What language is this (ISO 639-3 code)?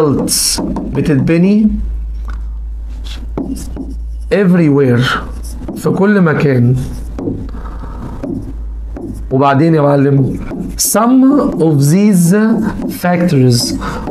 arz